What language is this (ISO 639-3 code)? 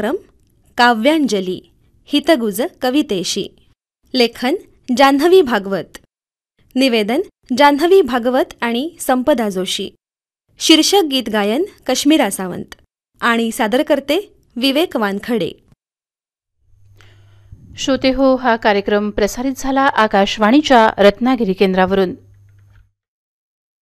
mar